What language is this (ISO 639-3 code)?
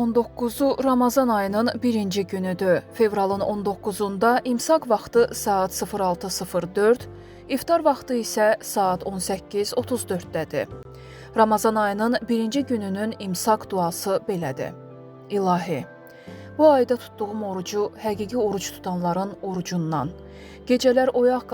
aze